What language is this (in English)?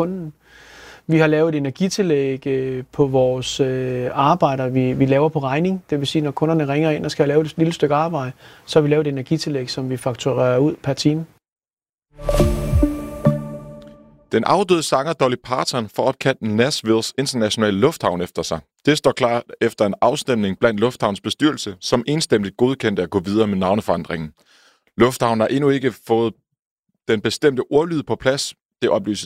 Danish